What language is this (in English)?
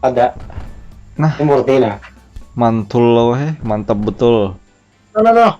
Banjar